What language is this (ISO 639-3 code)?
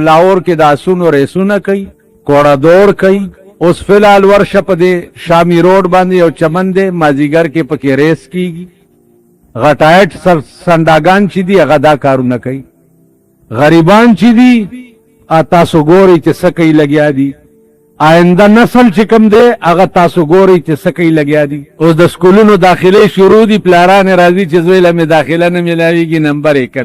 pus